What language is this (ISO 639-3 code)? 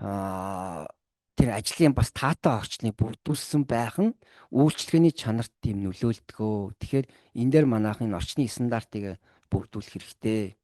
mon